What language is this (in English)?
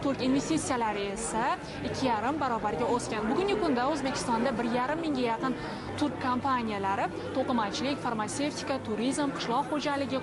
Uzbek